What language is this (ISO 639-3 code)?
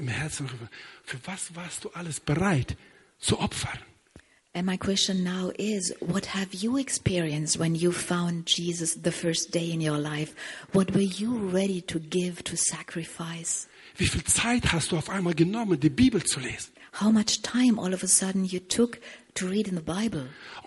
deu